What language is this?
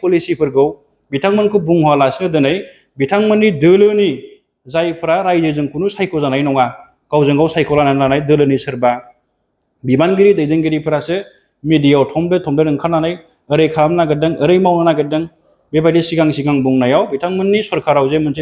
Bodo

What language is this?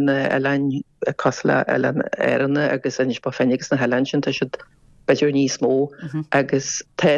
Irish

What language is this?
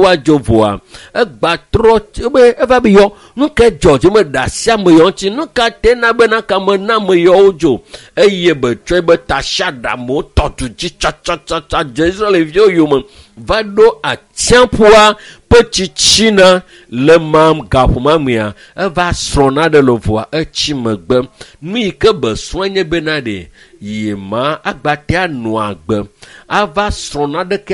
Ewe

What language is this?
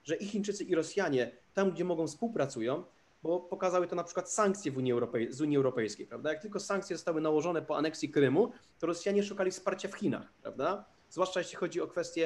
Polish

